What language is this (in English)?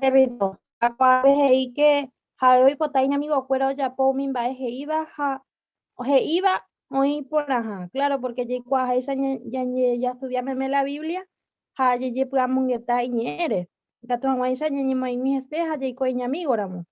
Guarani